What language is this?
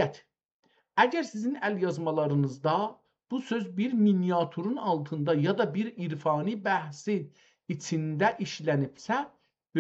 South Azerbaijani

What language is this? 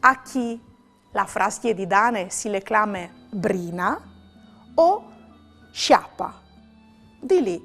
Friulian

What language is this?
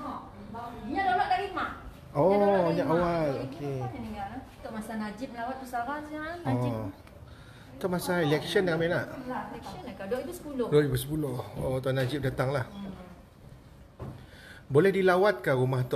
Malay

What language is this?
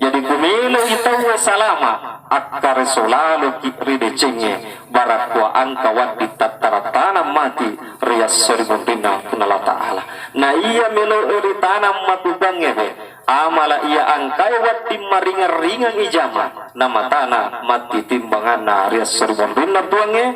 Buginese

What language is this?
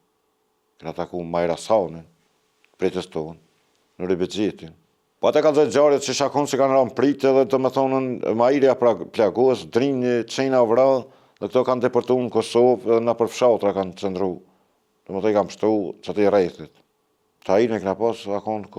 Albanian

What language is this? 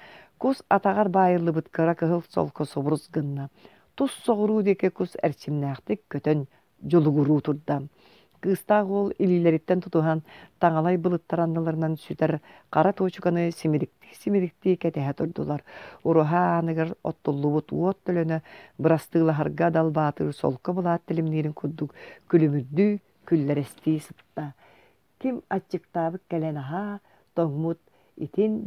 Yakut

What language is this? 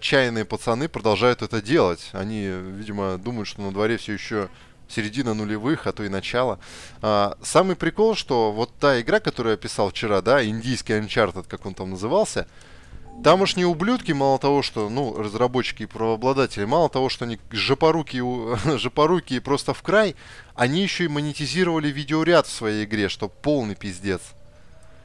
Russian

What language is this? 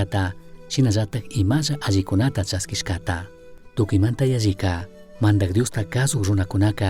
Chimborazo Highland Quichua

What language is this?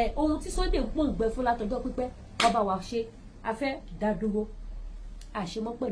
Yoruba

